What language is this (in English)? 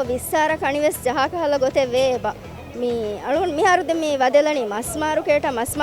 Divehi